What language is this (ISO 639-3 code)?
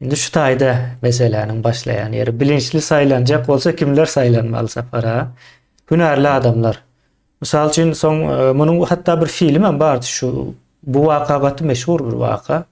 tuk